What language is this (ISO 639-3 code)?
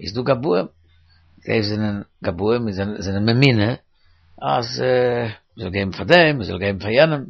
yid